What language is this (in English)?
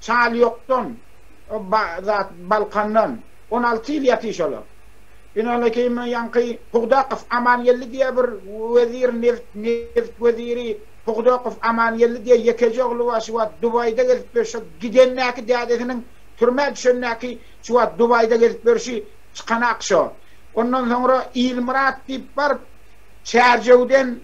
Turkmen